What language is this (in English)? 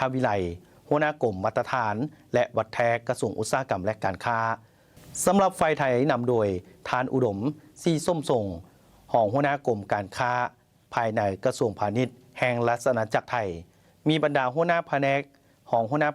Lao